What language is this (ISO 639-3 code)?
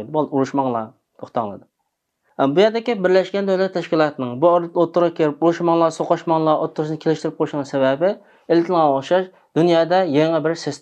uig